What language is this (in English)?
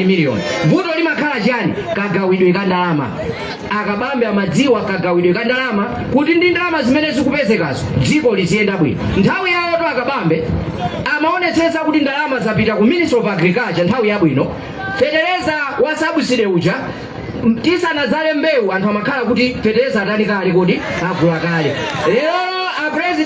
Nyanja